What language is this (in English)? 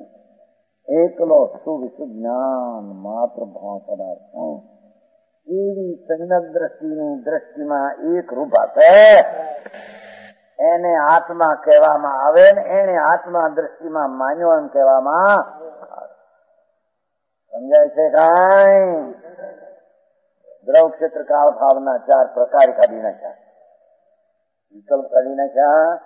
Gujarati